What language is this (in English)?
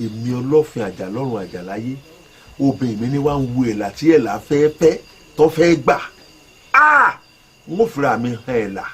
Yoruba